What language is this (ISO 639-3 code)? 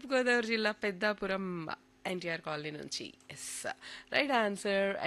tel